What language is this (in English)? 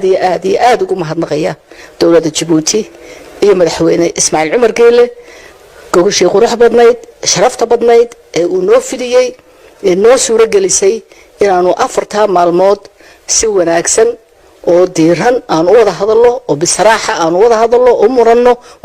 Somali